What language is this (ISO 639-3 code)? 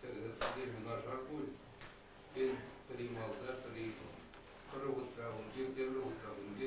chv